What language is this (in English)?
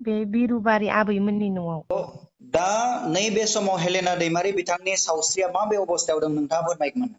Bodo